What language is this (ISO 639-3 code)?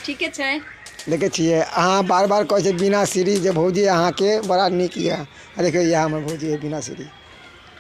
mai